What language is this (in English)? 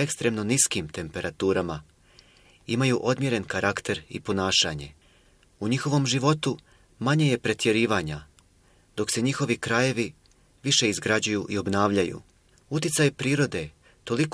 Bosnian